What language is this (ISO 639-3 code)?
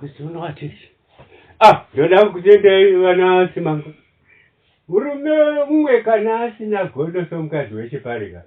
sna